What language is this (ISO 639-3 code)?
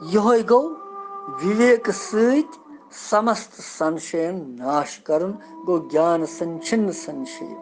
kas